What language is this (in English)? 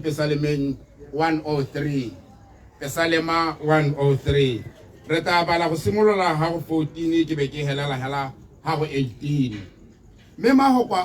Tswana